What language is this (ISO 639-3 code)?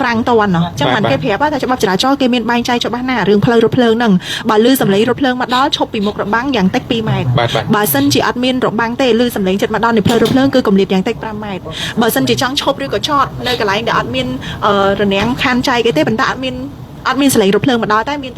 khm